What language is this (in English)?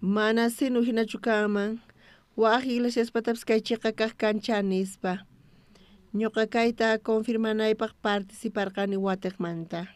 South Bolivian Quechua